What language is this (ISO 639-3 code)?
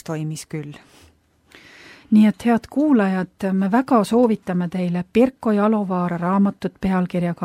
est